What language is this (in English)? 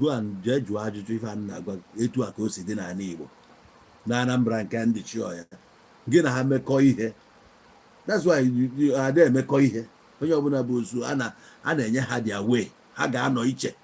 Igbo